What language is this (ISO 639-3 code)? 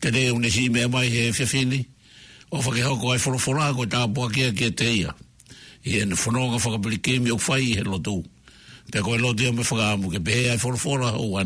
ton